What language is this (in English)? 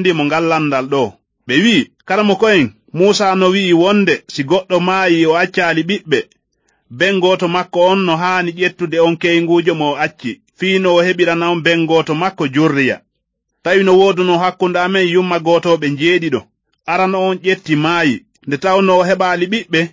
Fula